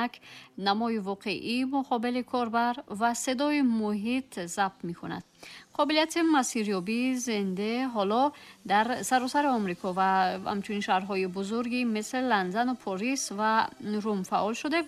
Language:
Tajik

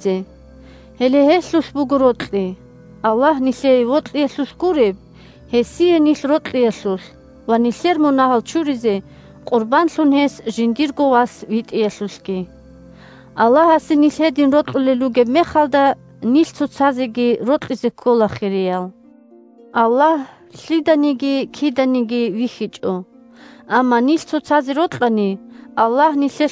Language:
Avaric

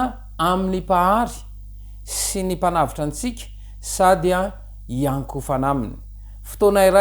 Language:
Malagasy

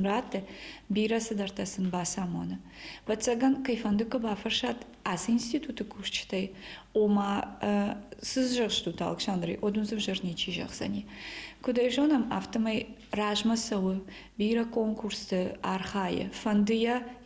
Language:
Ossetic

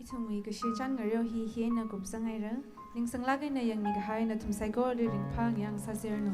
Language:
Tangkhul Naga (India)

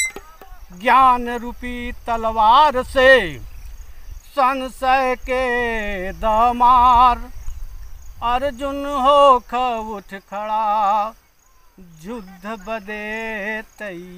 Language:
Bhojpuri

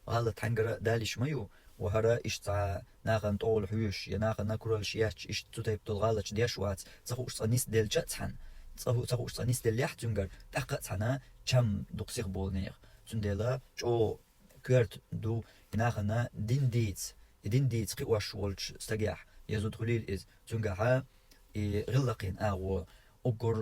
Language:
Chechen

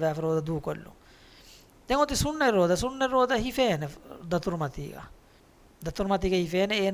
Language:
Divehi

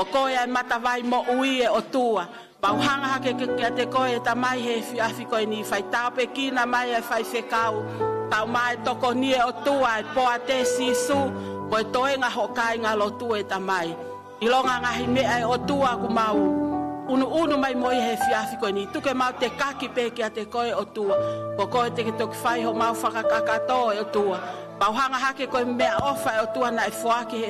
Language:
Tongan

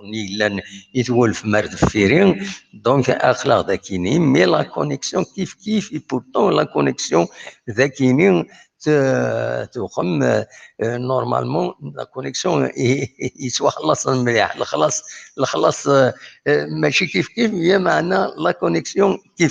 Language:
Kabyle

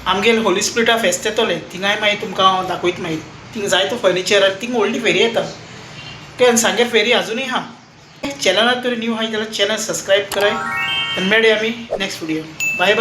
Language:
Konkani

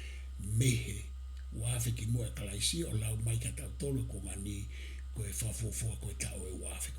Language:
Tongan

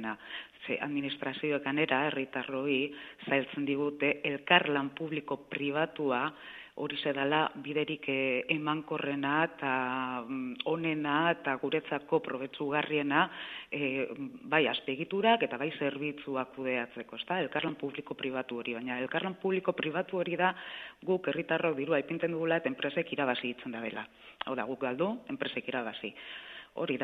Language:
Basque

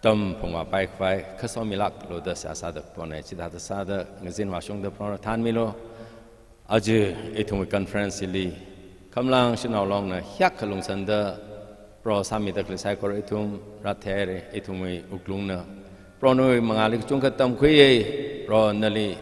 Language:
Tangkhul Naga (India)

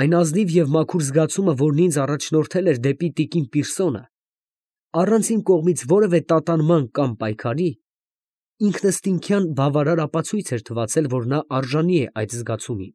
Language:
Armenian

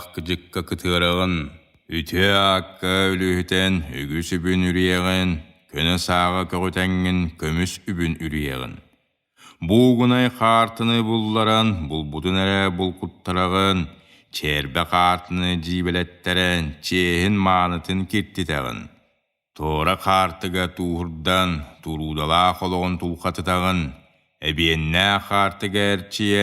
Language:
Yakut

